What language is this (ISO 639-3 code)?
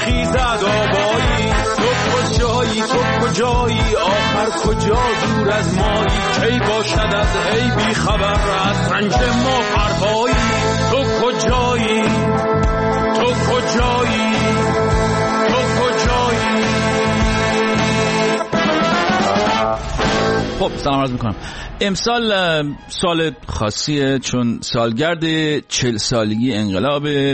fas